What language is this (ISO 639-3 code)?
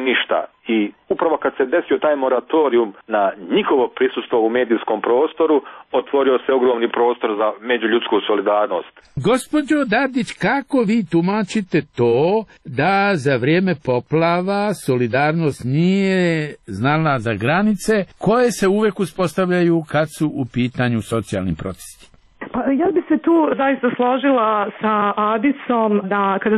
srp